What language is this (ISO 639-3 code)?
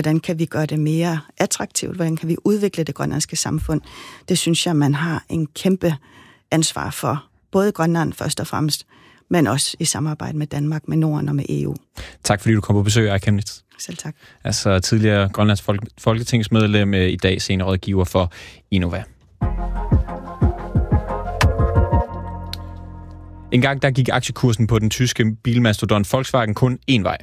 dan